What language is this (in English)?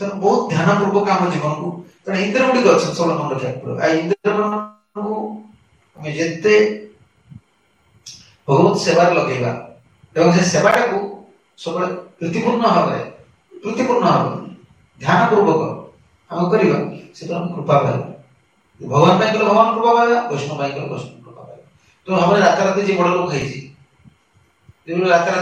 Odia